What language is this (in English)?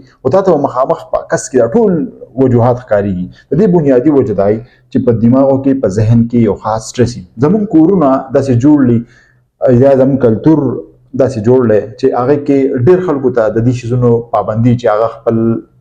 Pashto